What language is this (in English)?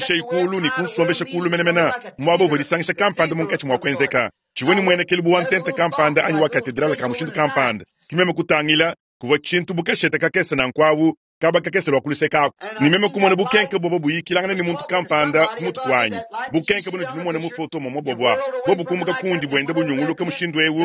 Luba-Lulua